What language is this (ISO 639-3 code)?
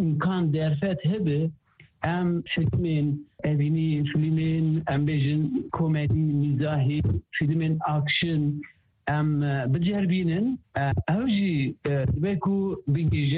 kur